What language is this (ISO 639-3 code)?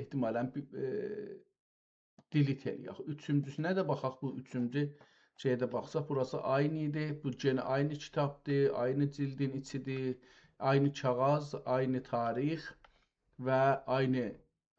azb